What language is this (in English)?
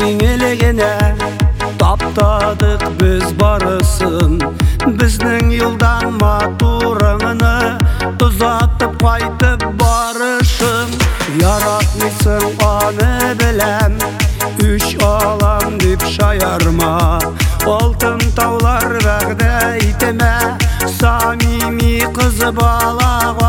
Tatar